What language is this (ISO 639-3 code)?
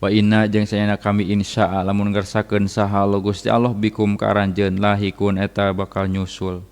sun